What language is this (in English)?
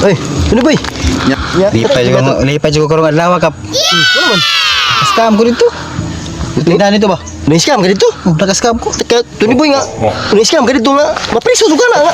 Cebuano